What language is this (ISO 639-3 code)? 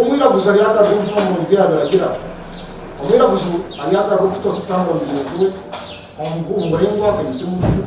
nyn